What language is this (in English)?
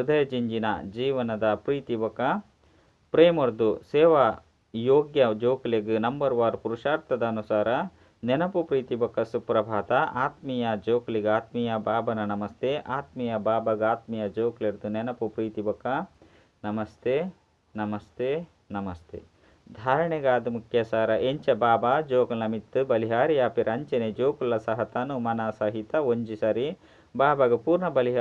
Tulu